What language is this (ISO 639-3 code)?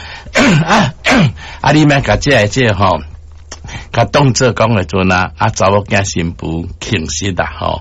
nan